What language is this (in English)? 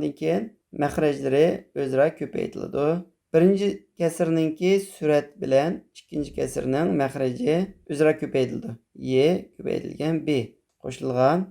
Uyghur